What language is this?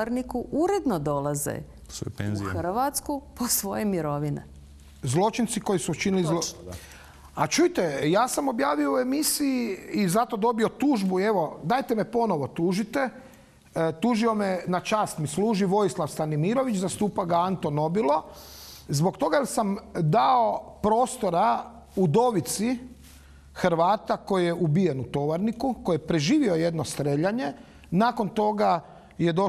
Croatian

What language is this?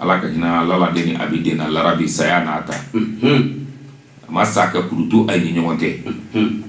Bambara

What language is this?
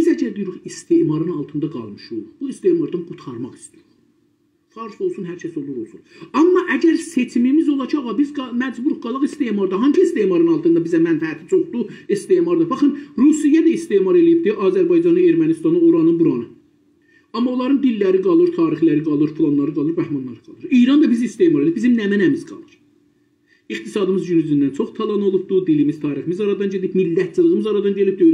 South Azerbaijani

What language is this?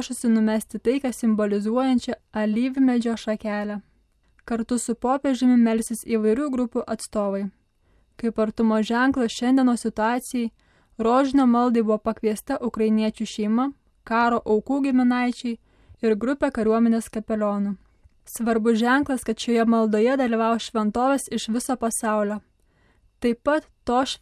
Lithuanian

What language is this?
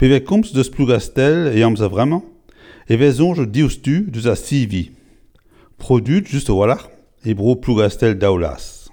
Breton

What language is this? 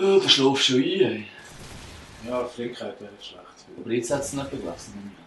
Swiss German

